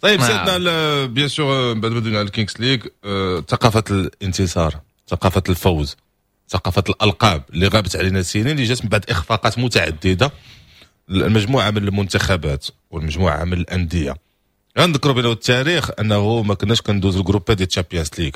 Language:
Moroccan Arabic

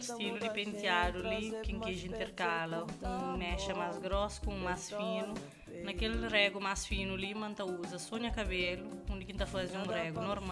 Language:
Kabuverdianu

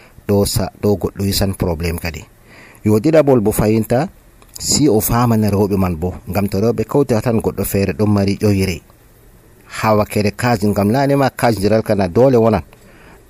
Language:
Nigerian Fulfulde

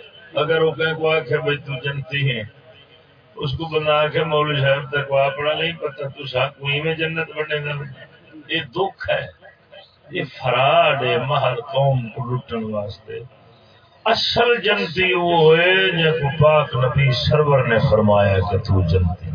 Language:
Saraiki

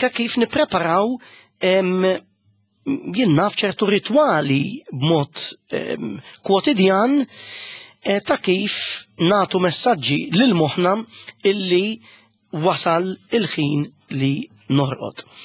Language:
Maltese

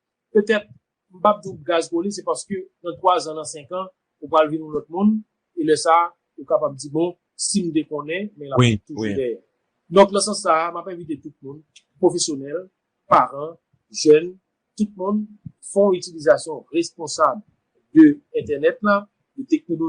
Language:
Haitian Creole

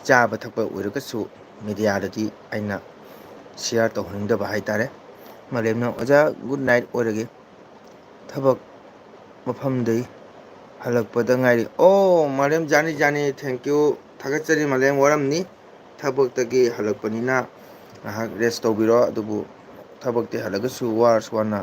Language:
Manipuri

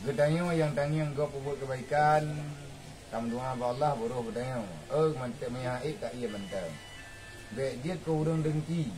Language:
Achinese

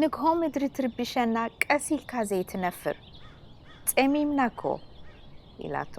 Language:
Tigrinya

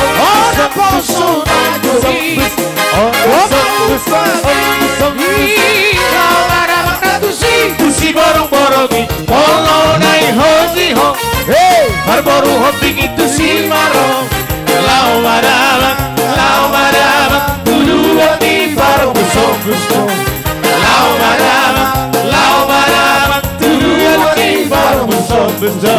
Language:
Batak Toba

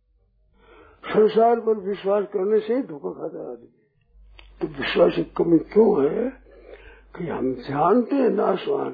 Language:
Hindi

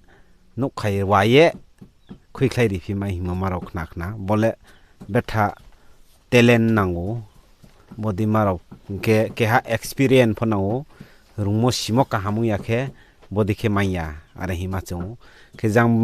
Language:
Riang (India)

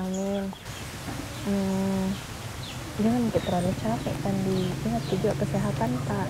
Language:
Makassar Malay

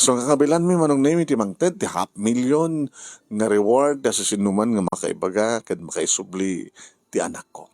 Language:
Iloko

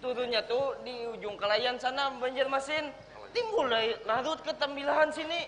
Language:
Banjar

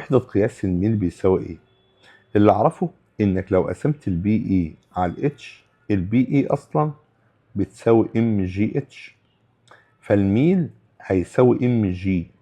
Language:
Egyptian Arabic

